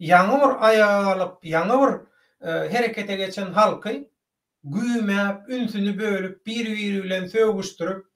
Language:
Turkmen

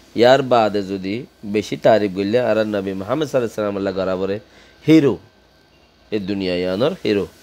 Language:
Rohingya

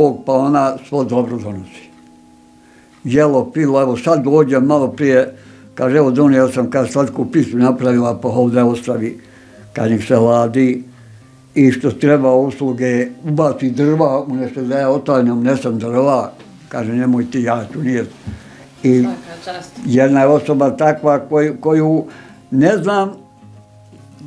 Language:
Bosnian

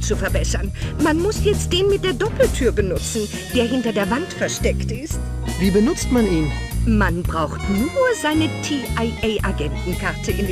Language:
Bavarian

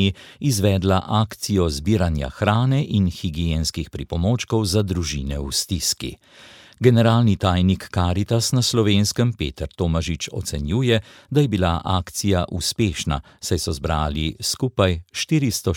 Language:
Slovenian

